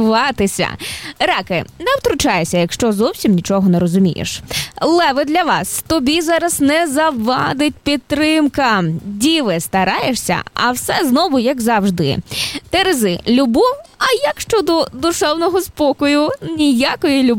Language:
Ukrainian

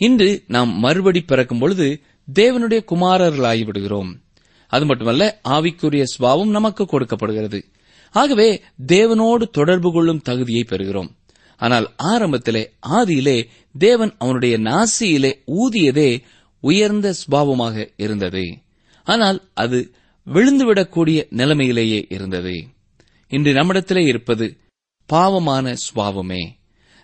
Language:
Tamil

